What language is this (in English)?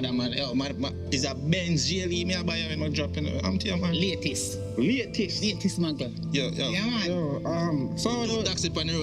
Jamaican Creole English